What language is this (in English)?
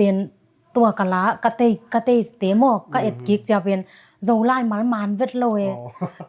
Tedim Chin